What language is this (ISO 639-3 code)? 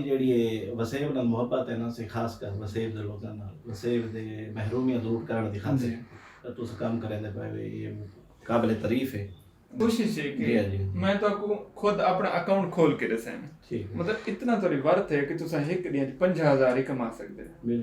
skr